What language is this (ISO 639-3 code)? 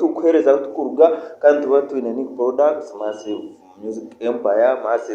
nyn